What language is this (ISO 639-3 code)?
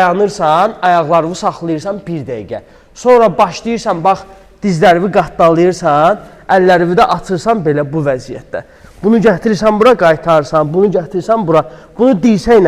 aze